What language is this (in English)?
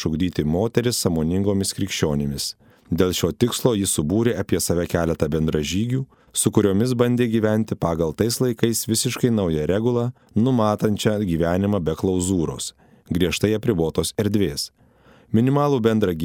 Lithuanian